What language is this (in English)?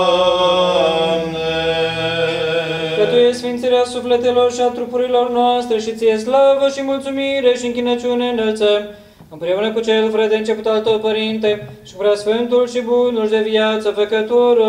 Romanian